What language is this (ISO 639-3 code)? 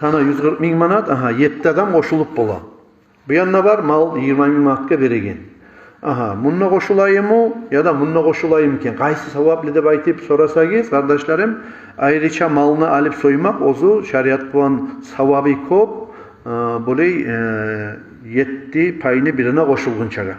kum